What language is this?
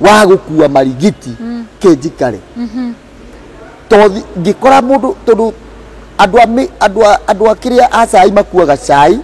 Kikuyu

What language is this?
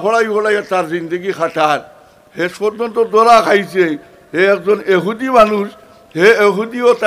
Sylheti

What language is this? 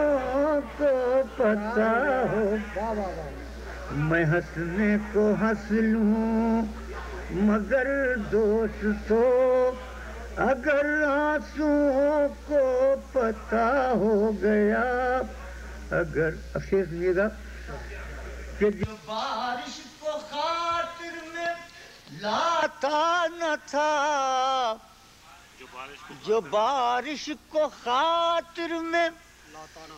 Urdu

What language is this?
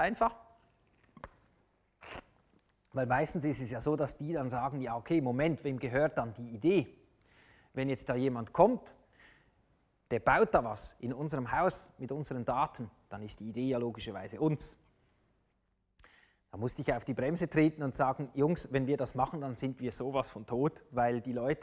German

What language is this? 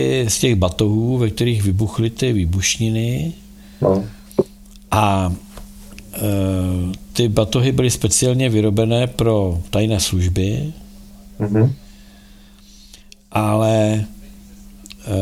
Czech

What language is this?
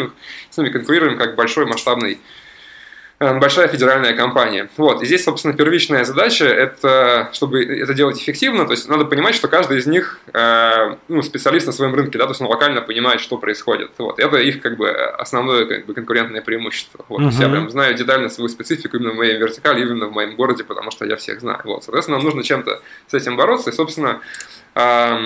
Russian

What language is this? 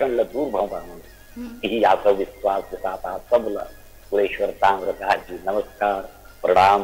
Chhattisgarhi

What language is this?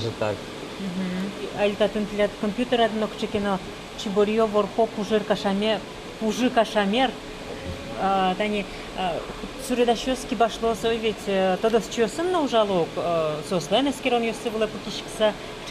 Udmurt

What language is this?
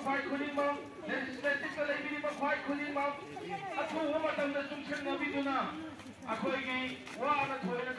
Manipuri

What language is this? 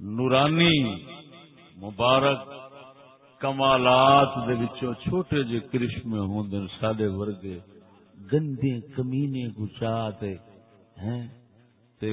Saraiki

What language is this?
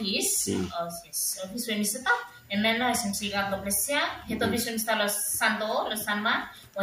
Bislama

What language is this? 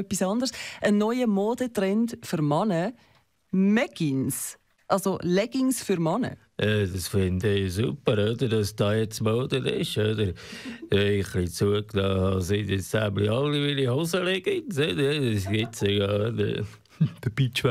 Swiss German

